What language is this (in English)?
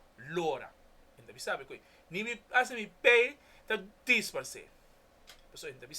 Papiamento